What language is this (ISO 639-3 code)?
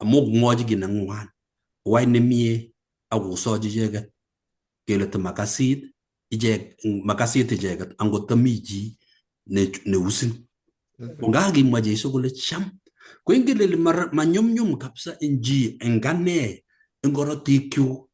kln